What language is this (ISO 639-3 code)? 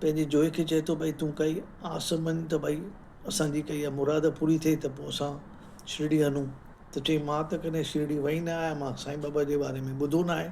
snd